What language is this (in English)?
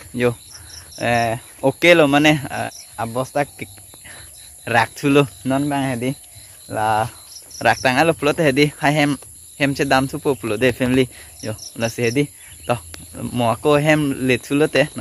Karbi